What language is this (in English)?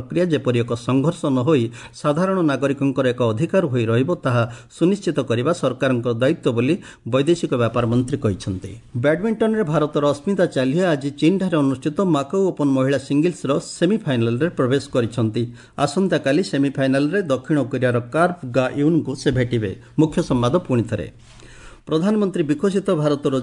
Odia